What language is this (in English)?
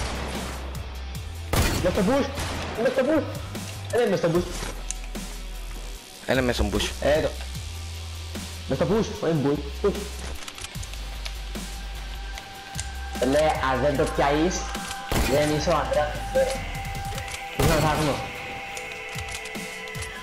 Greek